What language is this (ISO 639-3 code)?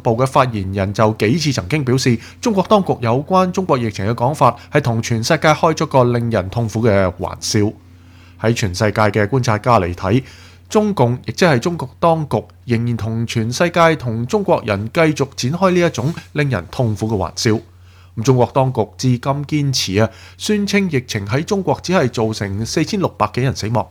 yue